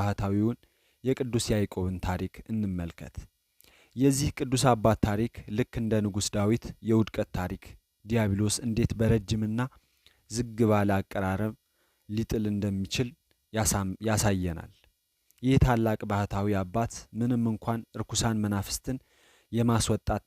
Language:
Amharic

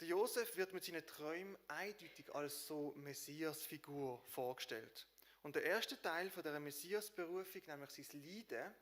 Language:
Swiss German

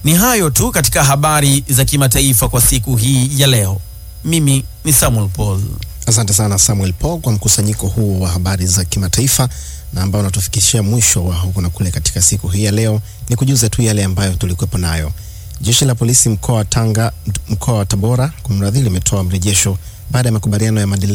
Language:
Swahili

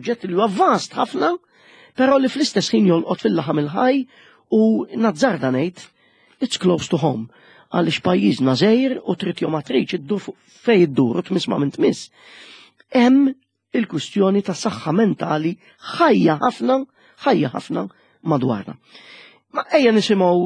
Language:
Maltese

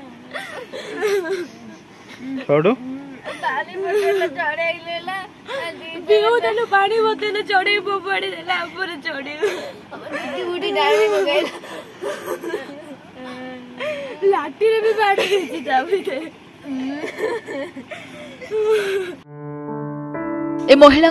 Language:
Odia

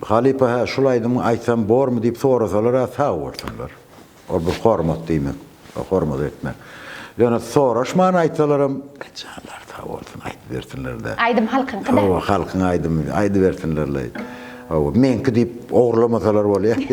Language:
Turkmen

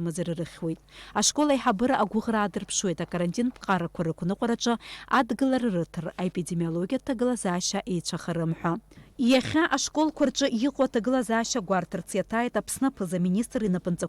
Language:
Abkhazian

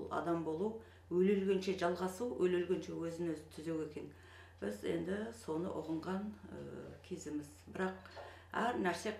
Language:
Kazakh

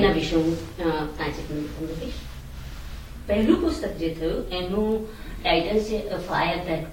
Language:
Gujarati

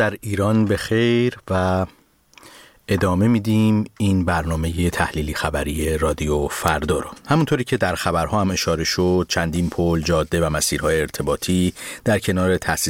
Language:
Persian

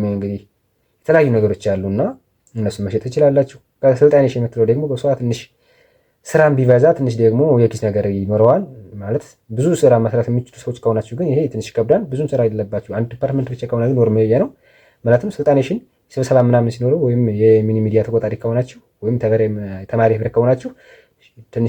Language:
Amharic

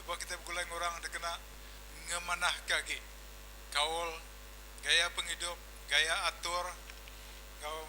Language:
Iban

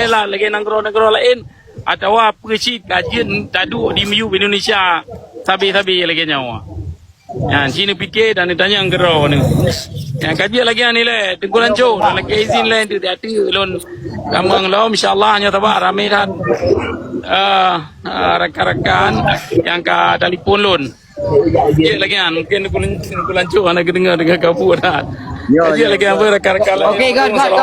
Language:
Achinese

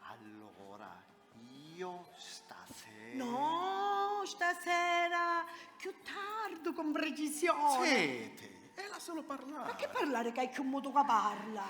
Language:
Sicilian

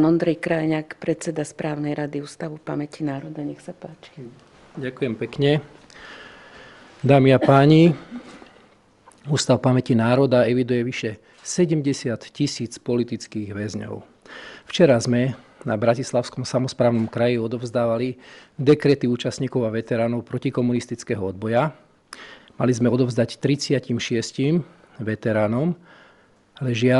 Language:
Slovak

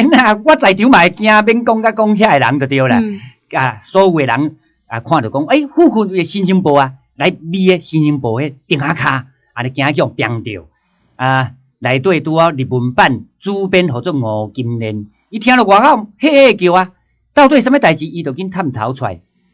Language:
Min Nan Chinese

